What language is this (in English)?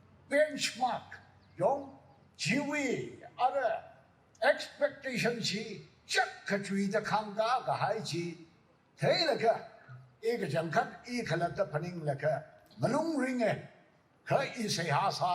Tangkhul Naga (India)